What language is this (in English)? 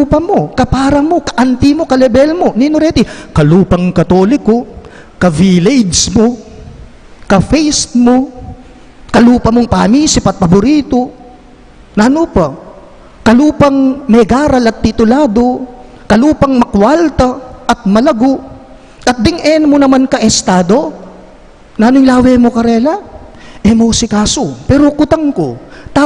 Pampanga